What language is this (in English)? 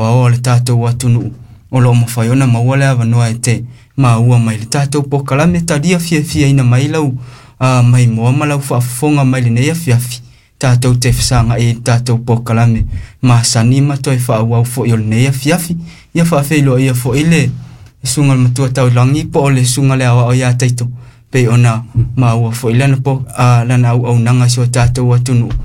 Samoan